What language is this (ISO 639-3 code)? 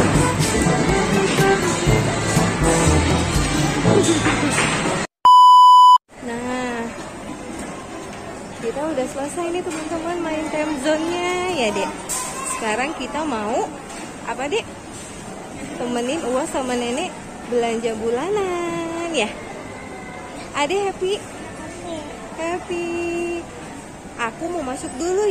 ind